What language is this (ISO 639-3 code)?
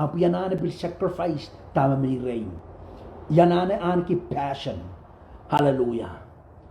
pon